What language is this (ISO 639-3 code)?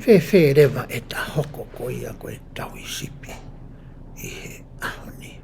ton